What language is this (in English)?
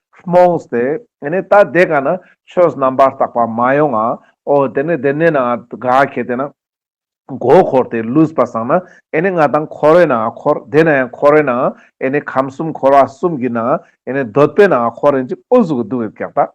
Ladakhi